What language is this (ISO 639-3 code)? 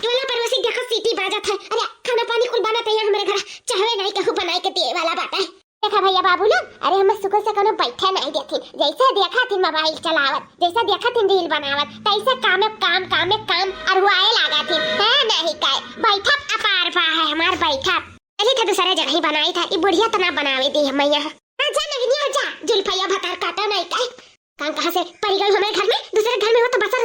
awa